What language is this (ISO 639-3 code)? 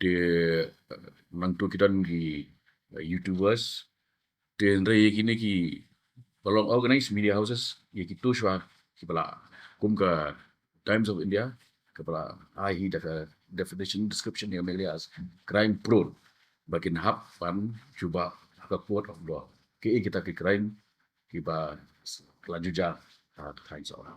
kha